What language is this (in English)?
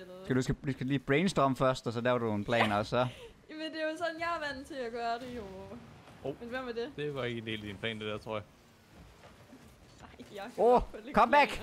Danish